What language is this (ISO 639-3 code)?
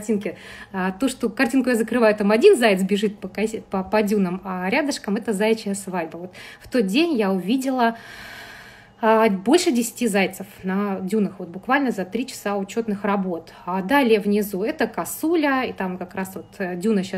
rus